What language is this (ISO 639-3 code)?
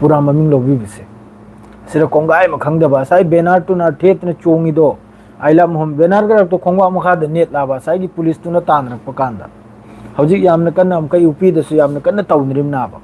mni